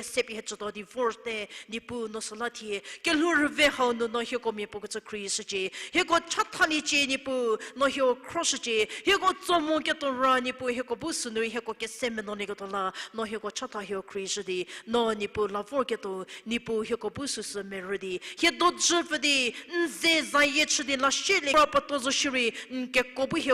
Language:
Angami Naga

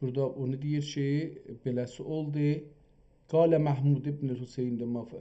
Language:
South Azerbaijani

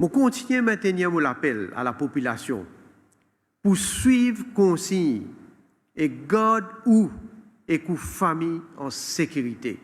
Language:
Morisyen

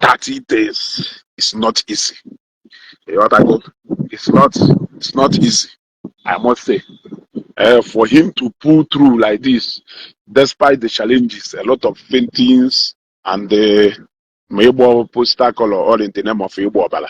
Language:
Igbo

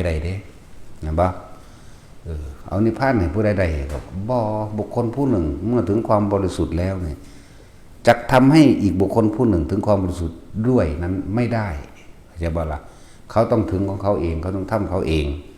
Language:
Northeastern Thai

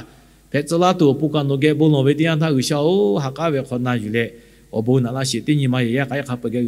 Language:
Lahu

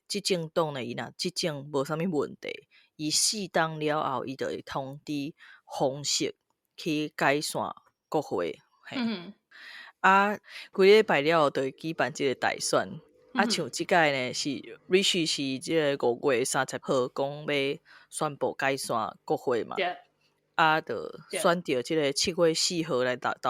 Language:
Min Nan Chinese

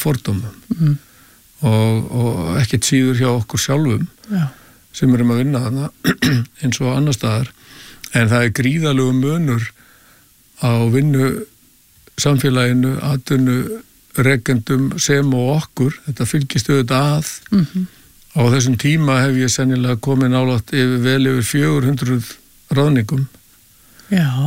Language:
Icelandic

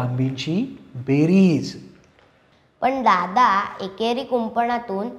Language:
Marathi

